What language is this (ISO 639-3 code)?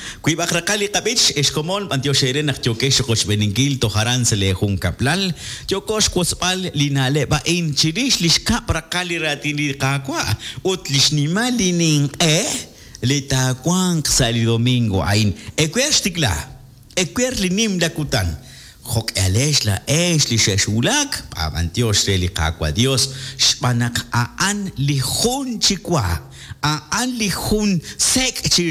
kek